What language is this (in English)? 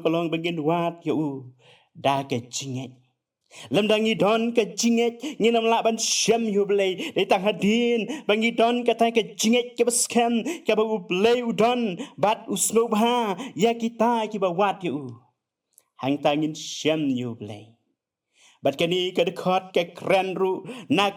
Khasi